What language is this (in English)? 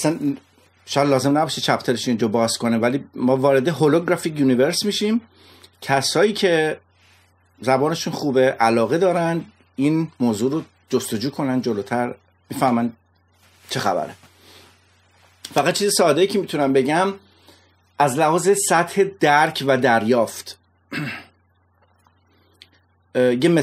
Persian